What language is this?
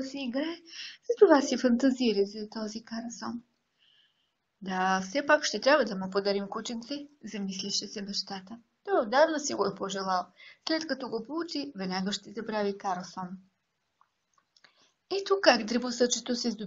Bulgarian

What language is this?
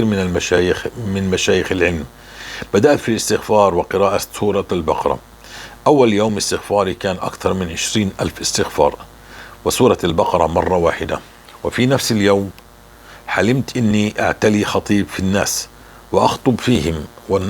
North Levantine Arabic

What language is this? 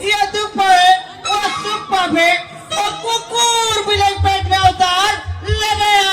Chhattisgarhi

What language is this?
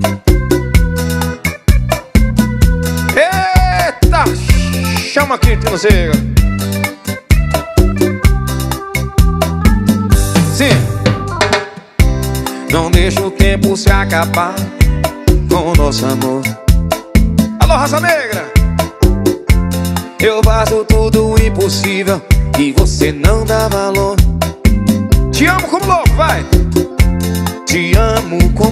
Portuguese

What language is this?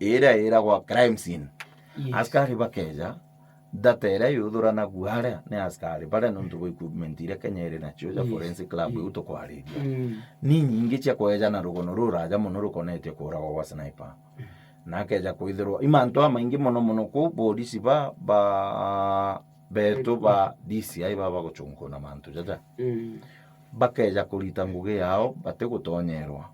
Meru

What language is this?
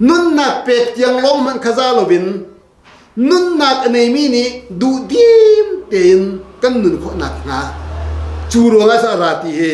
Hakha Chin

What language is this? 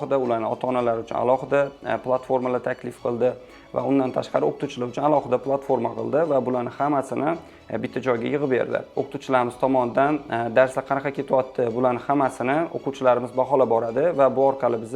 Uzbek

